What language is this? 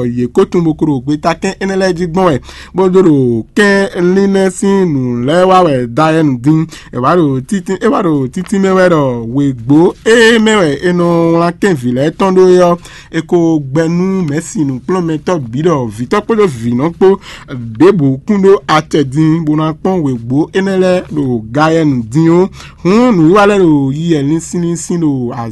Fon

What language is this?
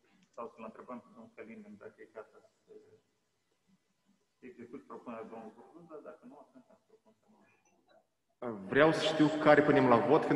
Romanian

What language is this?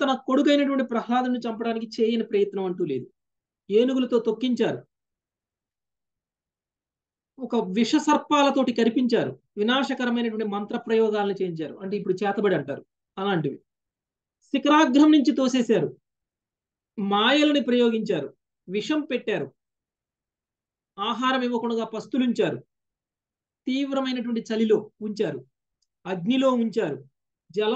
Telugu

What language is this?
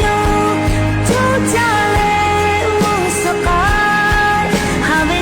Lahu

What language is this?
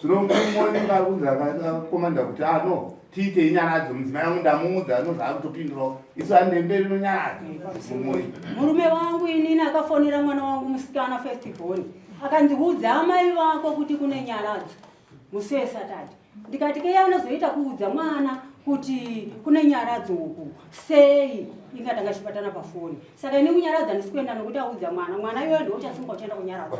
Shona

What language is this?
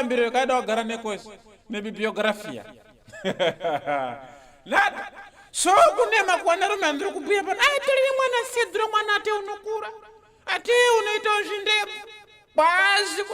Ndau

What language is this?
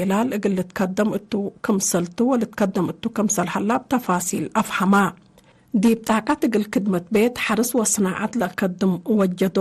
Tigre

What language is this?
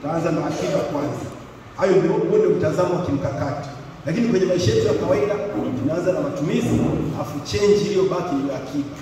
Swahili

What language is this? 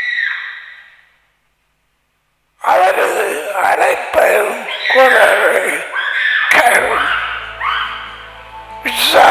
Tamil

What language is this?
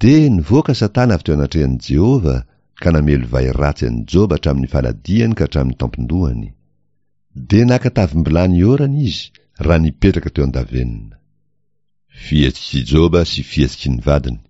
Malagasy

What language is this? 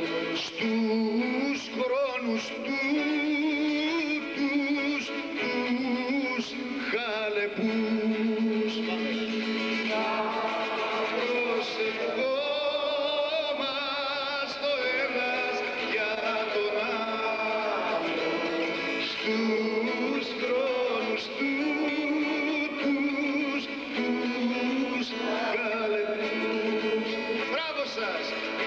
Greek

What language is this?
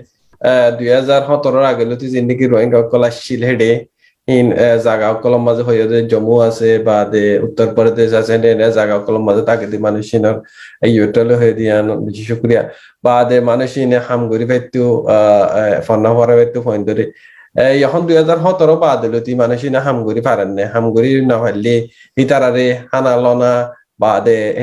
Rohingya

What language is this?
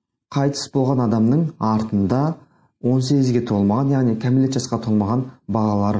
Kazakh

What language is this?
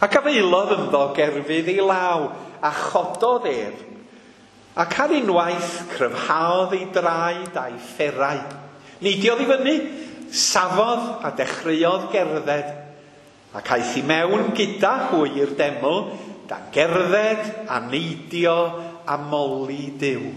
Welsh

